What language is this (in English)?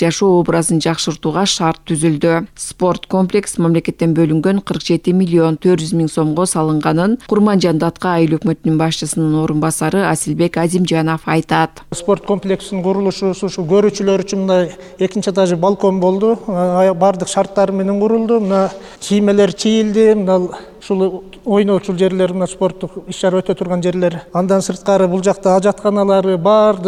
Kyrgyz